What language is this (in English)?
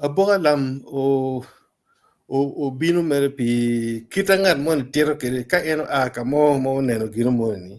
Acoli